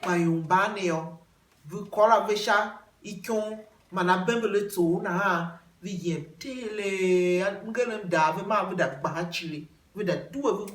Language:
Tiv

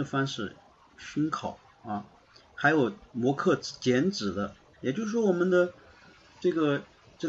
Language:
Chinese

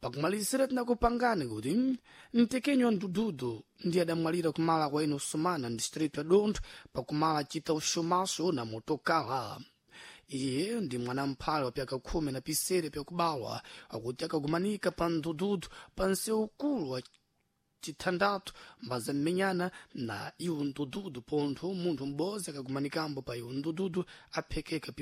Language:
Sena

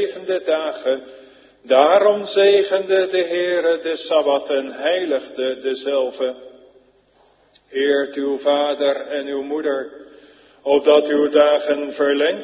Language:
Dutch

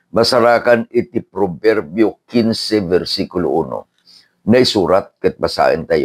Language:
Iloko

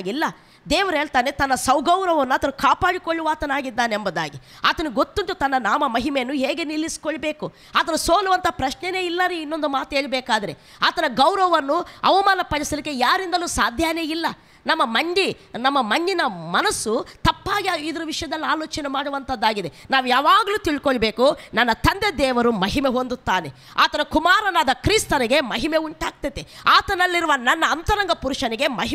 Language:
Kannada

